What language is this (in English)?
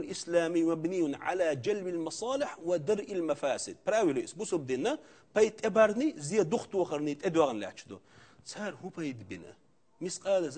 Chechen